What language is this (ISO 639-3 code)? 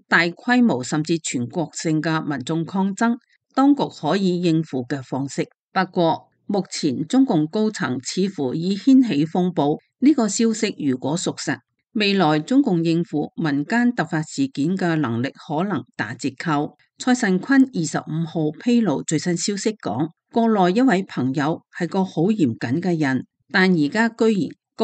yue